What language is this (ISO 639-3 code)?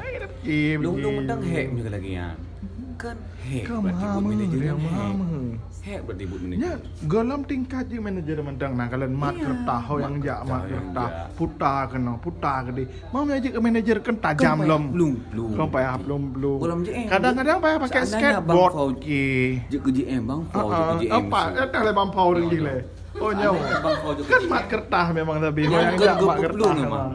ace